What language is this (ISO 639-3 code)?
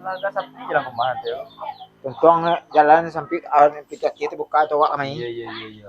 min